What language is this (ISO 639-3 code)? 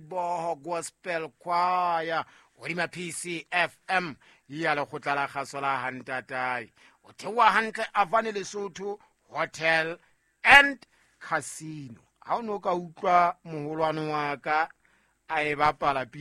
sot